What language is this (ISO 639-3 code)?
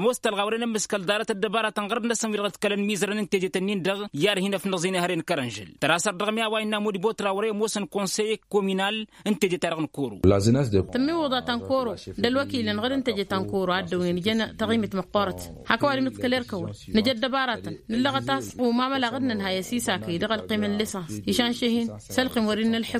taq